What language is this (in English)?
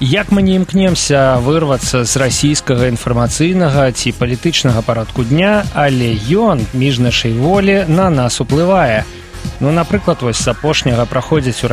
Belarusian